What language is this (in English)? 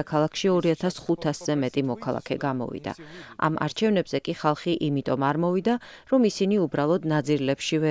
Georgian